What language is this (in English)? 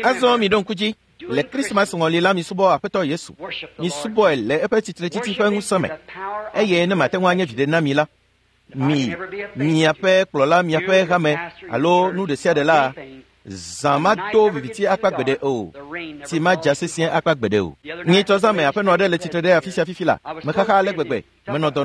Ewe